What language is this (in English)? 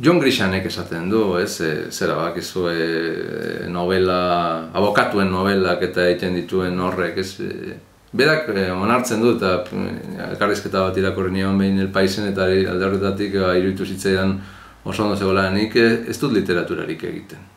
Basque